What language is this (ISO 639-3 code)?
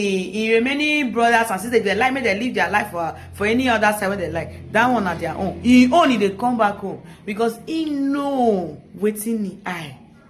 pcm